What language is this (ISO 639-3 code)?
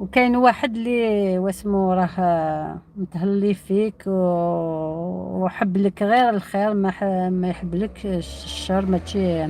arq